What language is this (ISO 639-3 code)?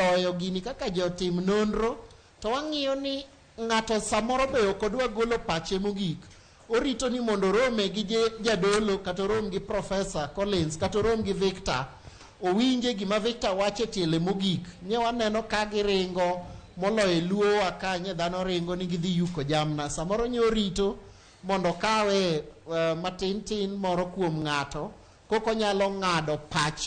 luo